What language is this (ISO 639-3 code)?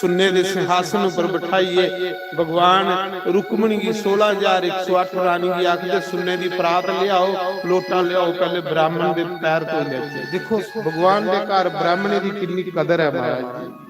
doi